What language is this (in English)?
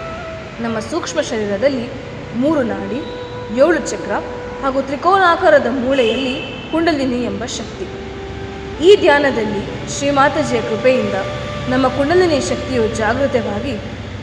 Kannada